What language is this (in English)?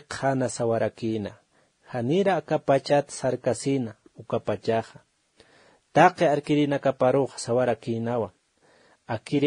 Aymara